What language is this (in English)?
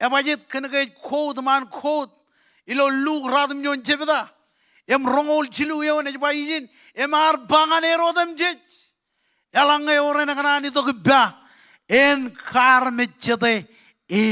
Marshallese